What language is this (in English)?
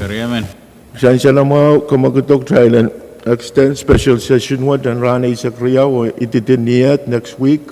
Pohnpeian